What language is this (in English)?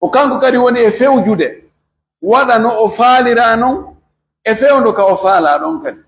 Pular